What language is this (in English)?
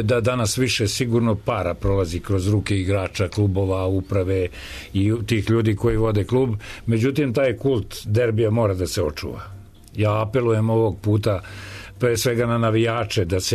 Serbian